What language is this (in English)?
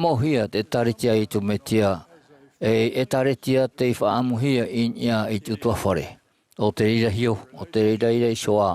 Tahitian